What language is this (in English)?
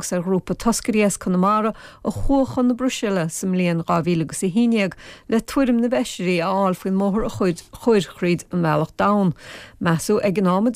Irish